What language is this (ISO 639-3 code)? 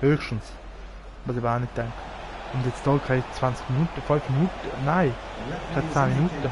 gsw